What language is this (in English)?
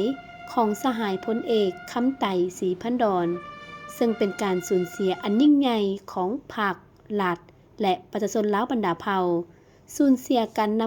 Lao